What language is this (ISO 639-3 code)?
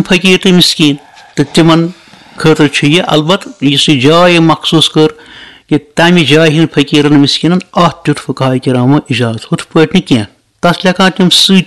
kas